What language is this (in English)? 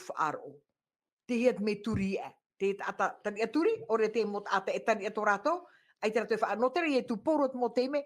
Tahitian